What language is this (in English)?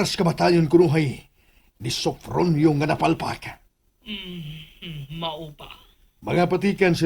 Cebuano